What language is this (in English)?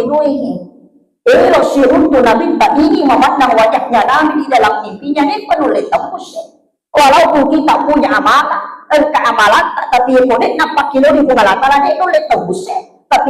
Buginese